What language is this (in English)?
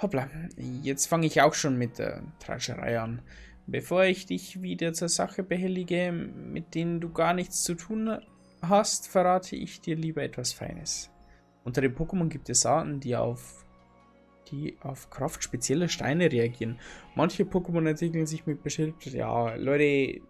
Bavarian